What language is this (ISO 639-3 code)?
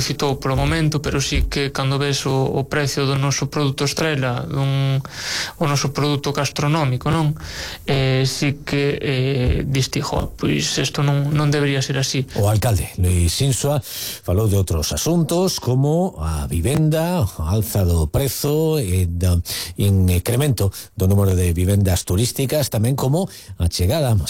glg